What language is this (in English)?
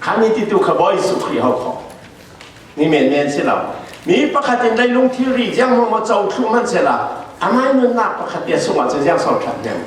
Falam Chin